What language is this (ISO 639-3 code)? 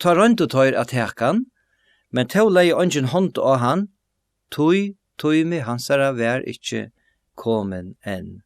fao